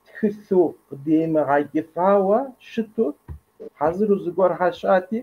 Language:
Kabardian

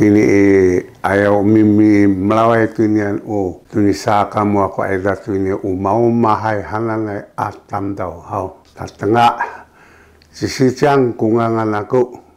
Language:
Sakizaya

